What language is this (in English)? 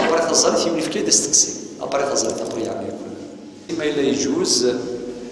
Kabyle